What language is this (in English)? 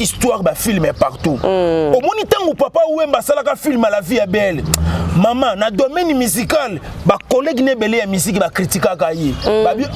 Lingala